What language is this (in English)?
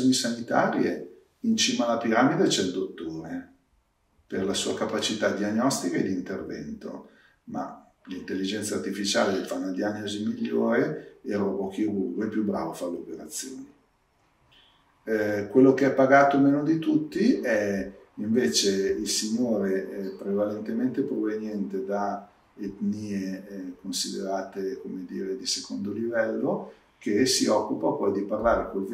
Italian